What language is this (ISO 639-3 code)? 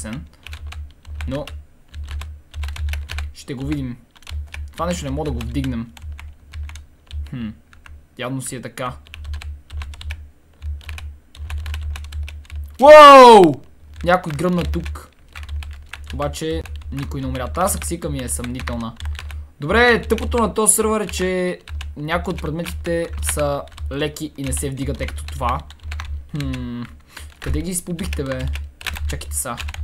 bul